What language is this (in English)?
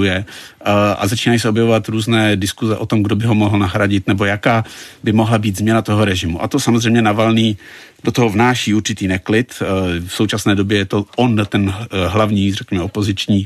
Czech